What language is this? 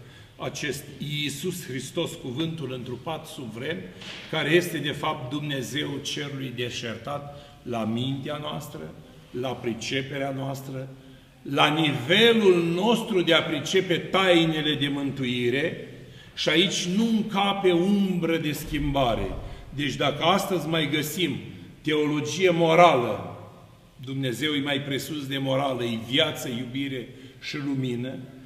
Romanian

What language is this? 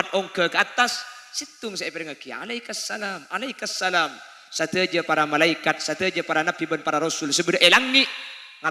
Madurese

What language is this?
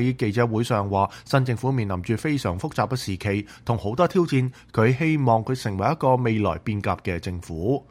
Cantonese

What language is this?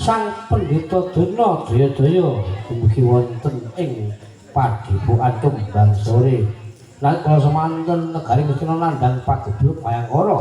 Javanese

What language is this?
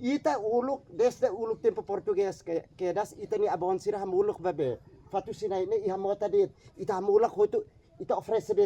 Tetum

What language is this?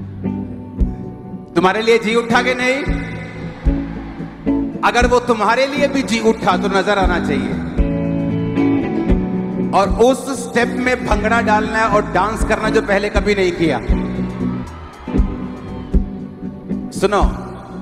Hindi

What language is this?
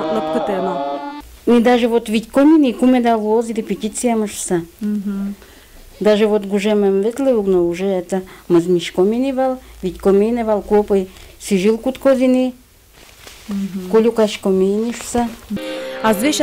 Udmurt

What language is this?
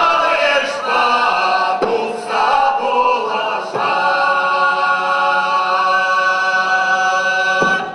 Chuvash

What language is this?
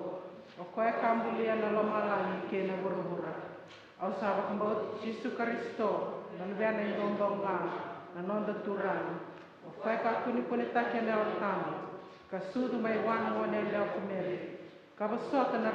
Fijian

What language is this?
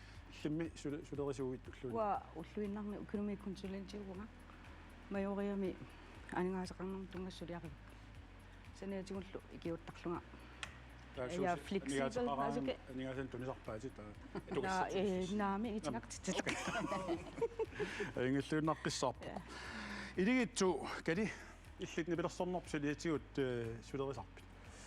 Kalaallisut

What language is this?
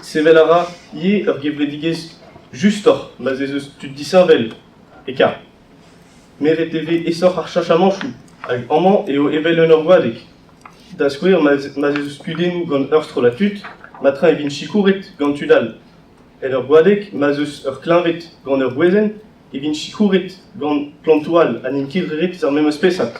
Breton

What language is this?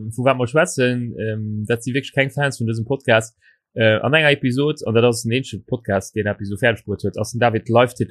Luxembourgish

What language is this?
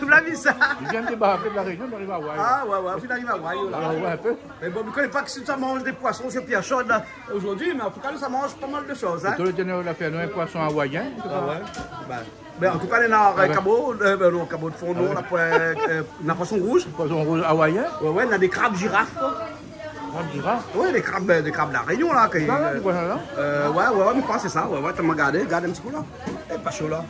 Réunion Creole French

